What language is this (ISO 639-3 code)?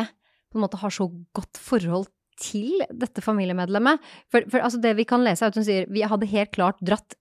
nor